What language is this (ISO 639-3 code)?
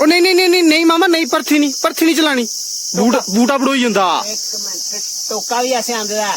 doi